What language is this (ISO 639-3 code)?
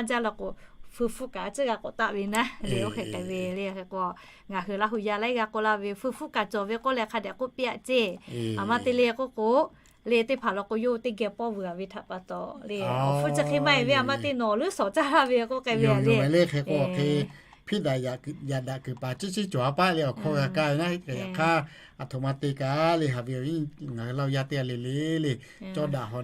lhu